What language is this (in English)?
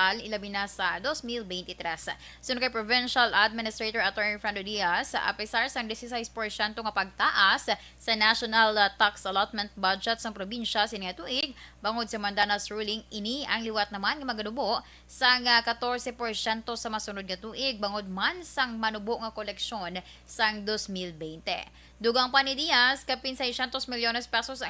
Hiligaynon